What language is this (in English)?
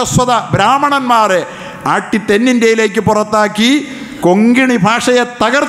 Malayalam